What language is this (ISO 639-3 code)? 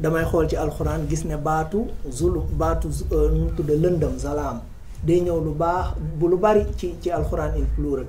wol